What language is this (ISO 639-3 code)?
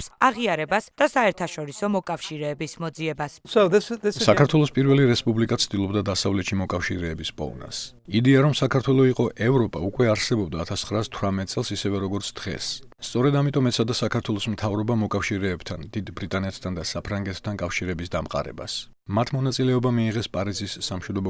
kat